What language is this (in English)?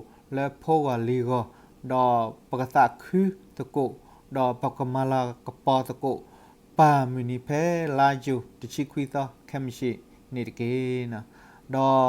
S'gaw Karen